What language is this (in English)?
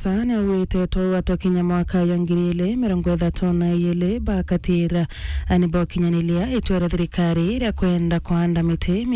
Meru